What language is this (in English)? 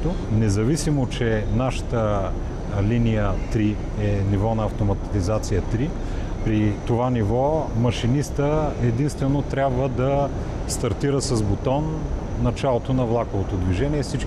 Bulgarian